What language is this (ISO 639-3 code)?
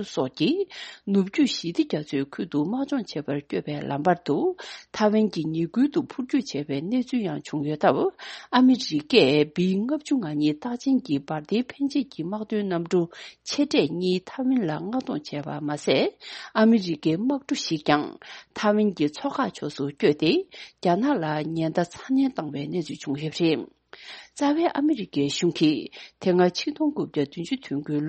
bod